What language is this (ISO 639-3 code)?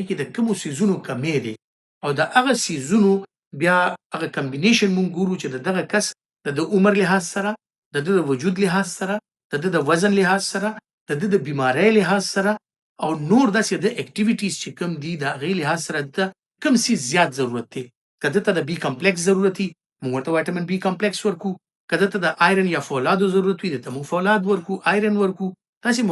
pus